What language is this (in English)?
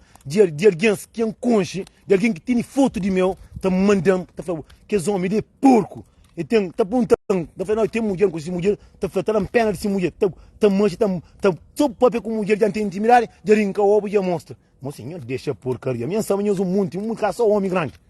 Kabuverdianu